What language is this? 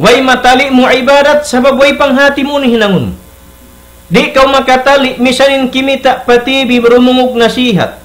Tausug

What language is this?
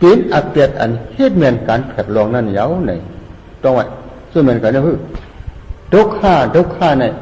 Shan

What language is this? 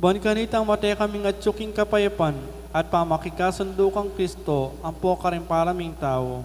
Pampanga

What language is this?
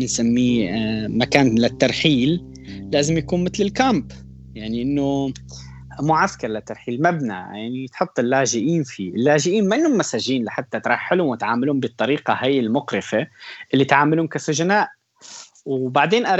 North Levantine Arabic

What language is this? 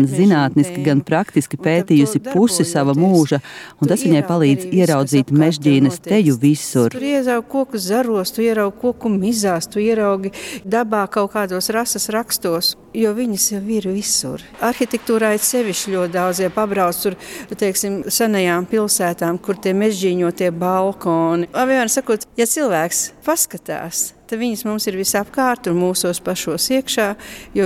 Latvian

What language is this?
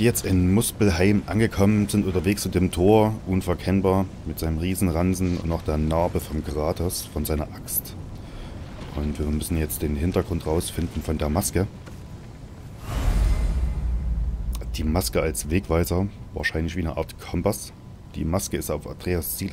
German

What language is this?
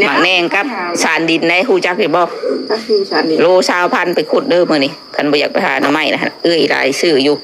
Northeastern Thai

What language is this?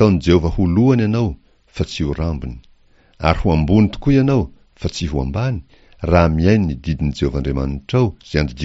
Malagasy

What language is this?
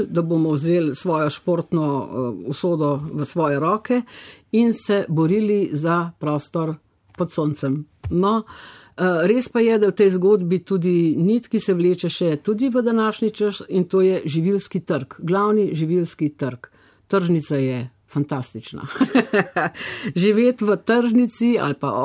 Slovenian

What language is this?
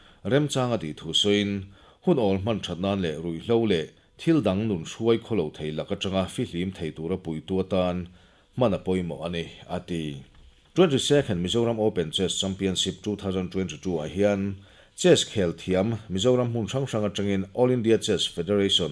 Mizo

